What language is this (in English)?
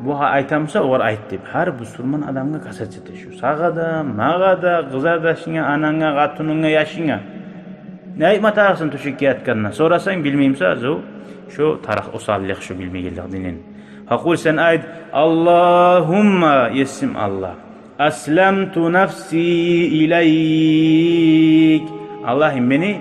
Kumyk